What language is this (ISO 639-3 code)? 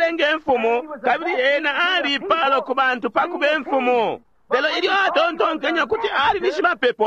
bem